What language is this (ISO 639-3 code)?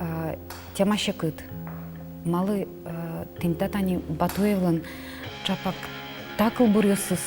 udm